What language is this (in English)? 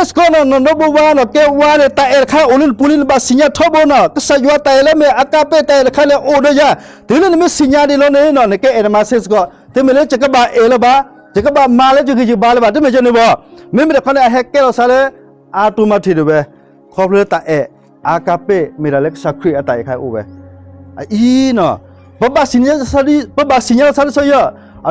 S'gaw Karen